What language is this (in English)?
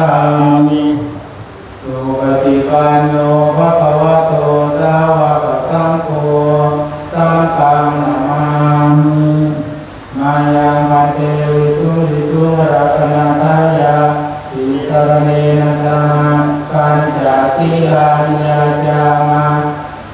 Pali